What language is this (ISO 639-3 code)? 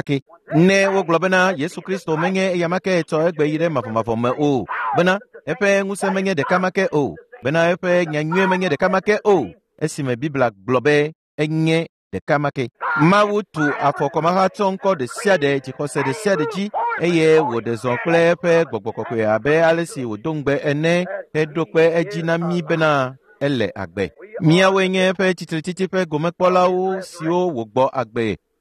ewe